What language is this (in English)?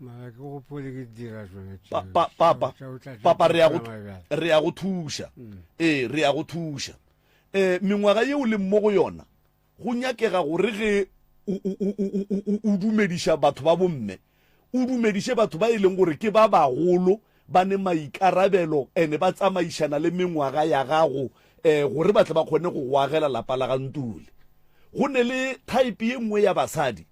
Northern Sotho